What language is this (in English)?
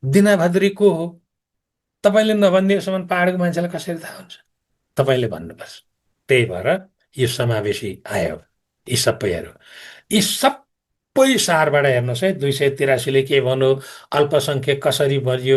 Nepali